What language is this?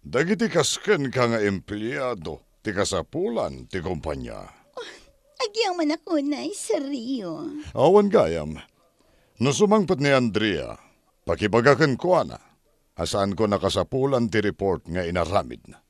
Iloko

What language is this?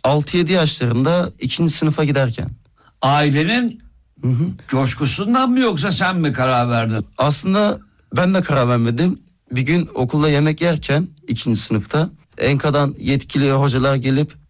Turkish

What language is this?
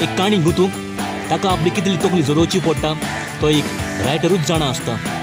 Konkani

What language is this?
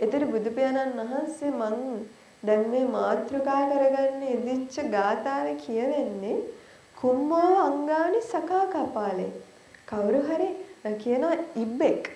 Sinhala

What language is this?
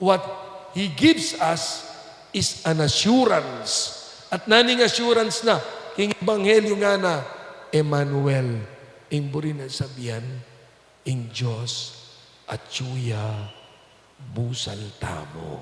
Pampanga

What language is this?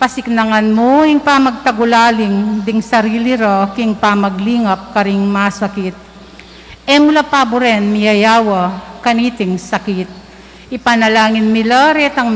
Pampanga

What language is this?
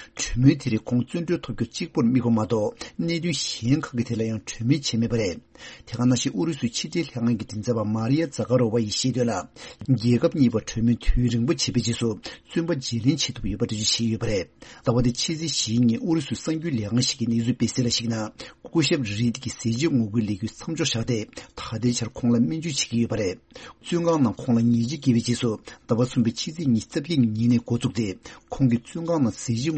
Tibetan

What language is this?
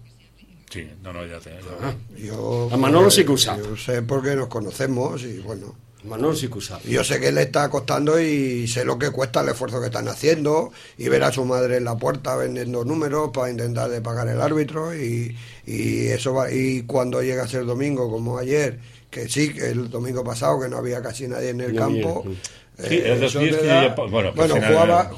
Catalan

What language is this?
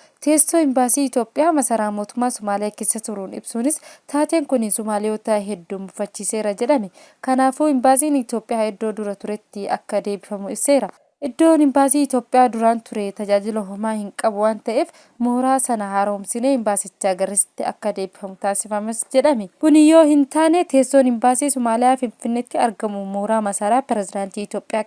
Oromo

